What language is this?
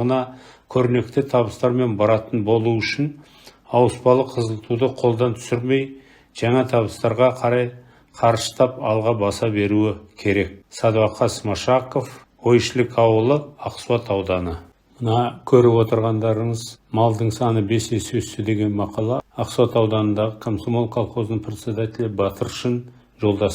Kazakh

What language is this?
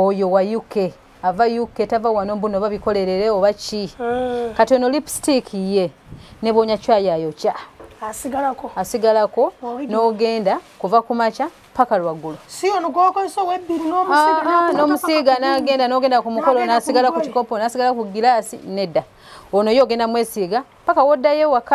Ganda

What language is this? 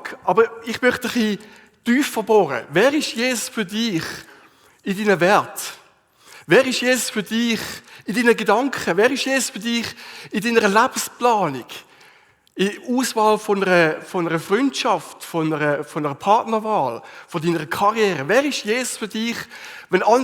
Swiss German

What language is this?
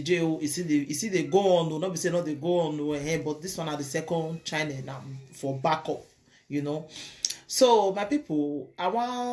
Nigerian Pidgin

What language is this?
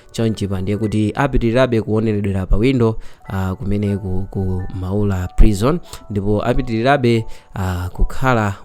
Nyanja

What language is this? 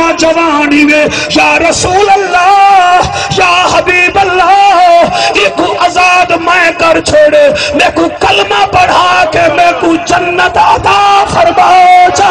Saraiki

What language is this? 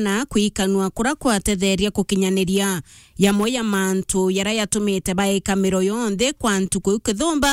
Meru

